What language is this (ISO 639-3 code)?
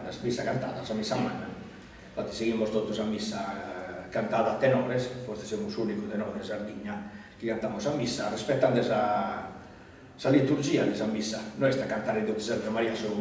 srd